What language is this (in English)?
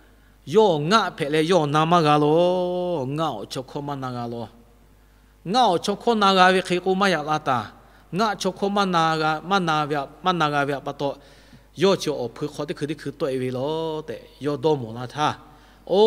Lahu